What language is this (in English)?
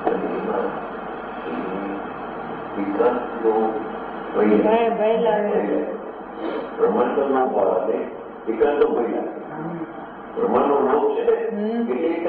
Gujarati